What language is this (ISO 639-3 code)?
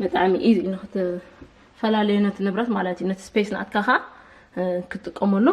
tir